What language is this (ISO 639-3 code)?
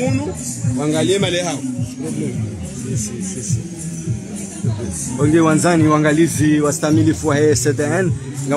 swa